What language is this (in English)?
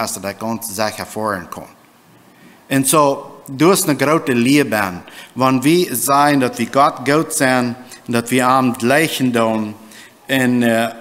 Plautdietsch